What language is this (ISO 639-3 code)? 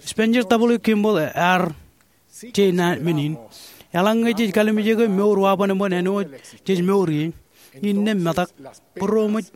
mah